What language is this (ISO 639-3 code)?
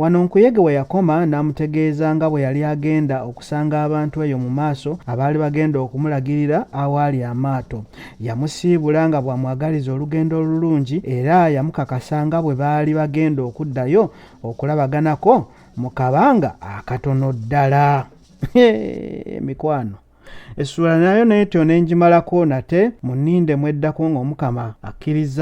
lug